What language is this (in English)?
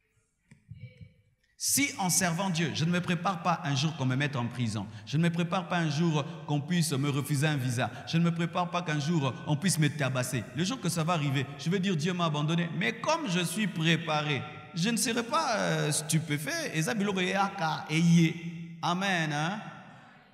French